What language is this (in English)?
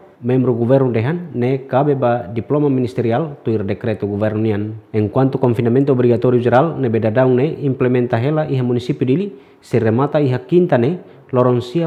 Tetum